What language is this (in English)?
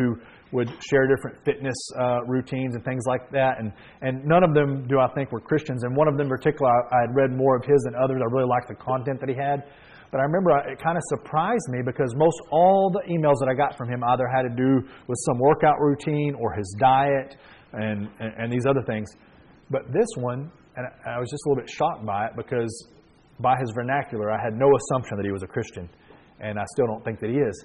English